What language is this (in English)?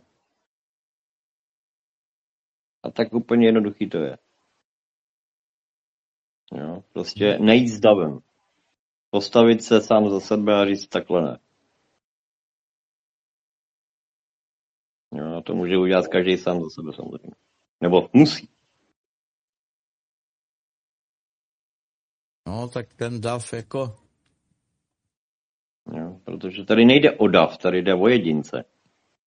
Czech